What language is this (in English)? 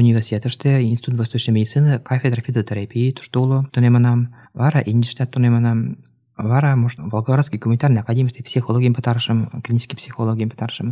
Mari